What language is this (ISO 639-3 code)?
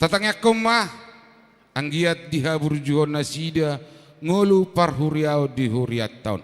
bbc